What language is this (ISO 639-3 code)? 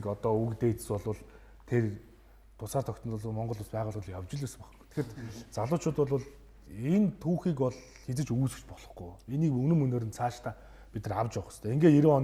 mon